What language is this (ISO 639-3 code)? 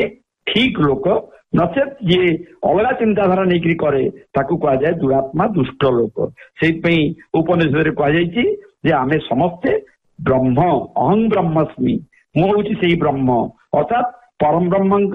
ori